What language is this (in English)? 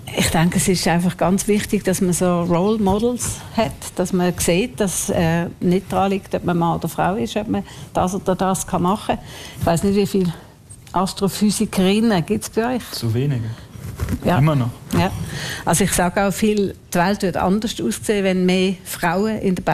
German